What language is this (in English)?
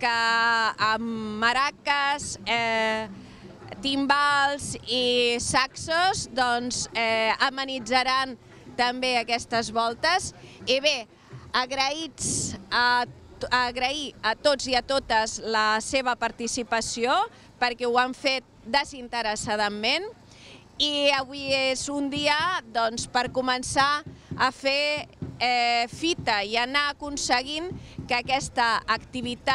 Catalan